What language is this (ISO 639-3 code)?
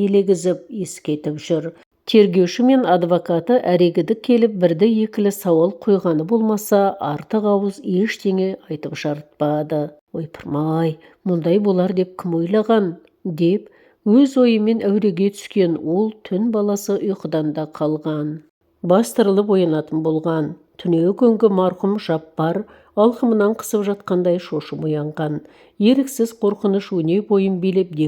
kaz